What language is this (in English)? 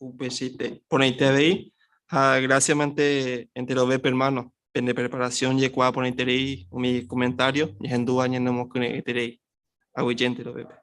Guarani